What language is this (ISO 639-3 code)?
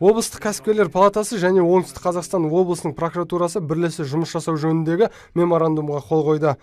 kaz